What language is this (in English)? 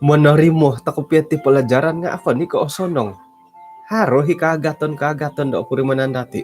Central Dusun